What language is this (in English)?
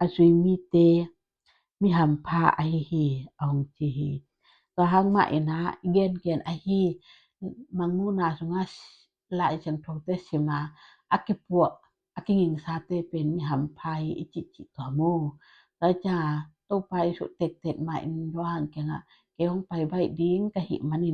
Tedim Chin